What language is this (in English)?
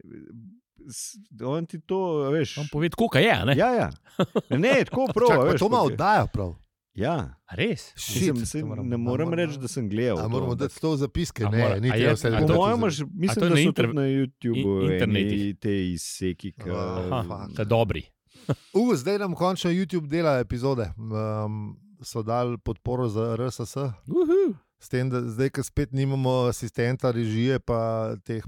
Slovenian